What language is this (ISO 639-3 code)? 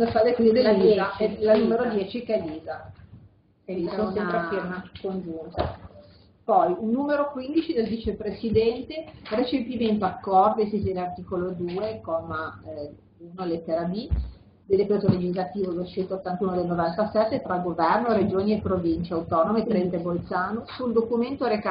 ita